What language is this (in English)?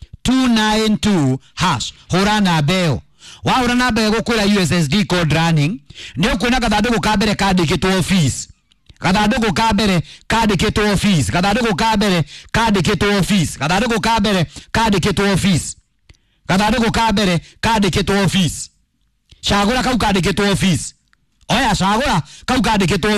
Kikuyu